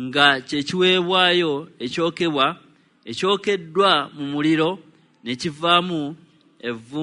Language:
Ganda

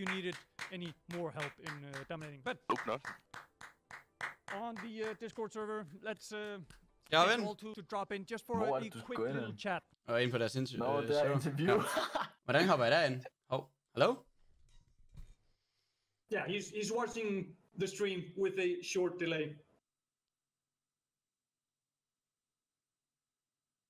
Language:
Danish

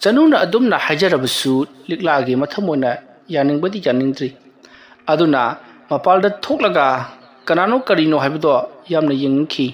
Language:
Manipuri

